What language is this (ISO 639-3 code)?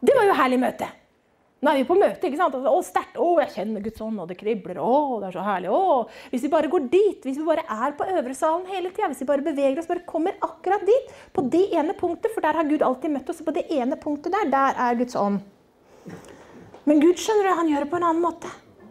nor